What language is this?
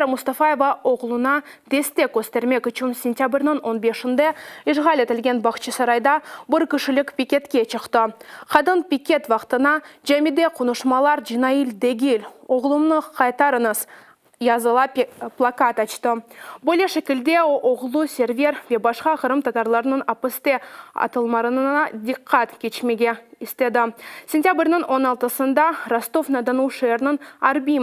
Crimean Tatar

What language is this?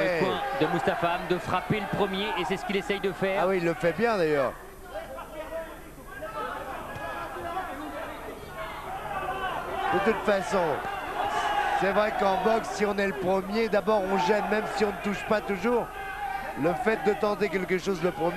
French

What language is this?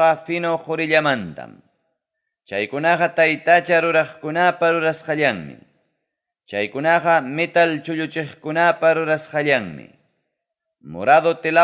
Ayacucho Quechua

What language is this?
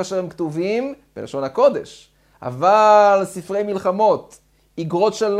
Hebrew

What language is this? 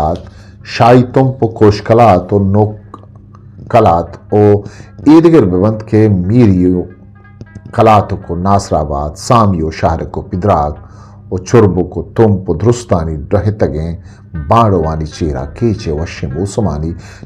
Eastern Balochi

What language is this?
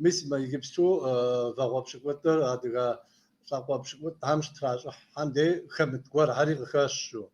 Kabardian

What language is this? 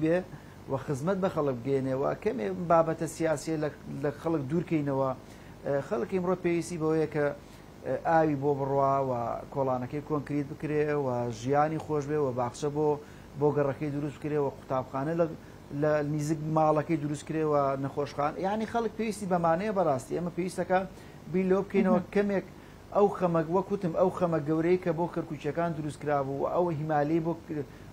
Central Kurdish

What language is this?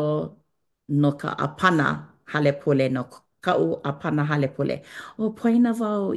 Hawaiian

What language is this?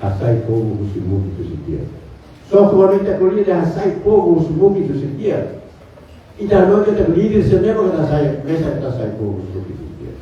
Tetum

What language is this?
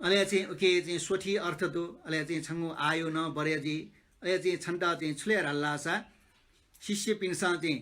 Newari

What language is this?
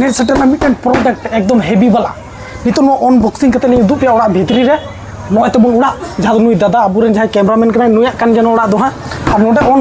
Santali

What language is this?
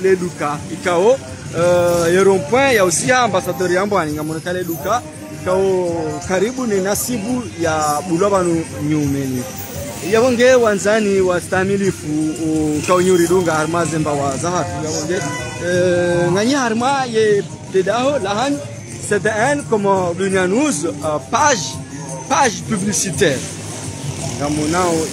Swahili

